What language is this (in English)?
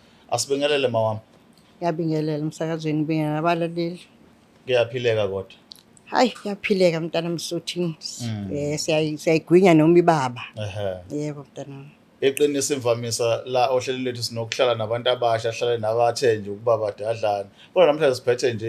Zulu